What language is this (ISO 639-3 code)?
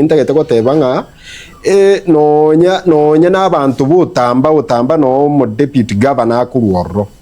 guz